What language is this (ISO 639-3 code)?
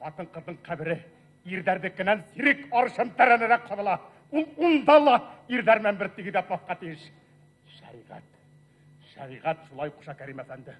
bak